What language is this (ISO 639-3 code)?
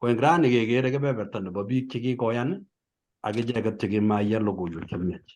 kln